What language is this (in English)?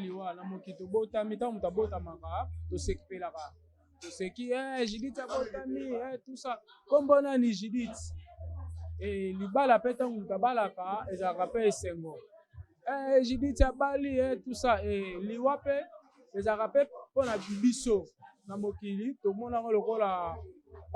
Lingala